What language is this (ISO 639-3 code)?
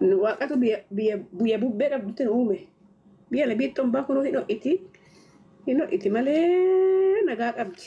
orm